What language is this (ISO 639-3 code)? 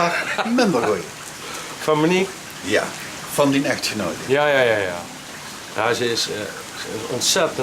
lim